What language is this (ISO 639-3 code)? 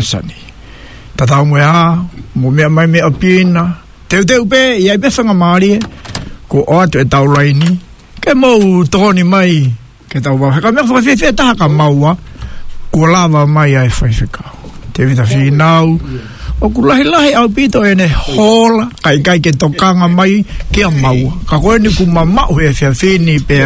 ton